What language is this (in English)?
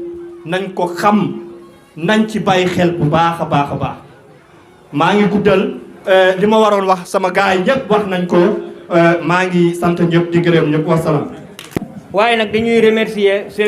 Wolof